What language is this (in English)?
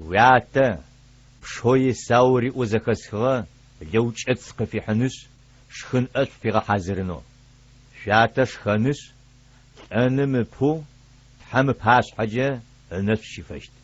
Adyghe